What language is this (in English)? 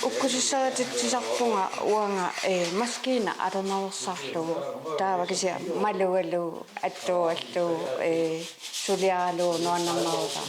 Kalaallisut